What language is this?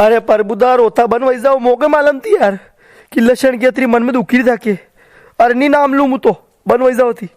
Rajasthani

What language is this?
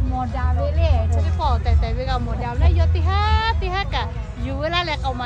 Lahu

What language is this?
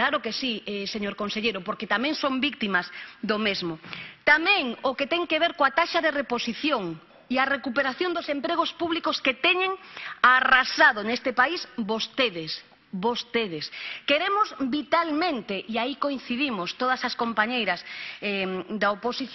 Galician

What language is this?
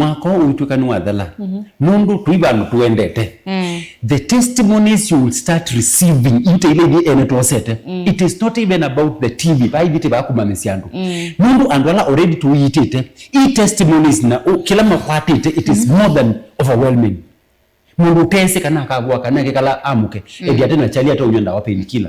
Kamba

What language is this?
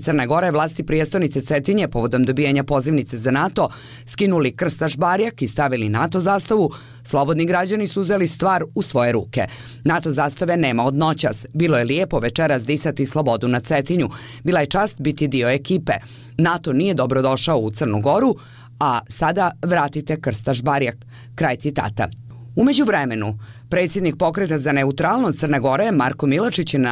Croatian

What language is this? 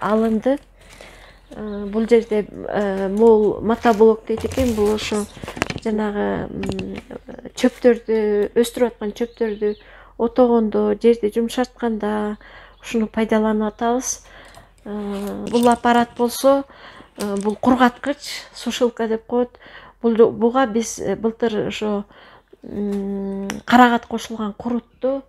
Kyrgyz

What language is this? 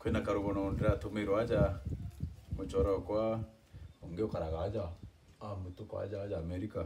Meru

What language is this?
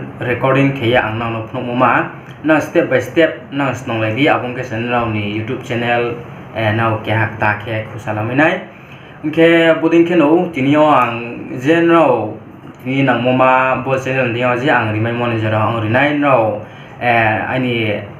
Riang (India)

